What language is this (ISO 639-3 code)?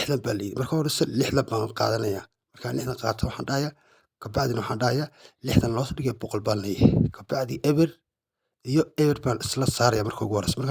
som